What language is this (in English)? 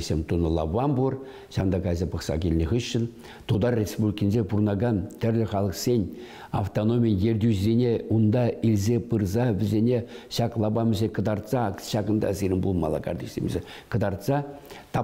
Chuvash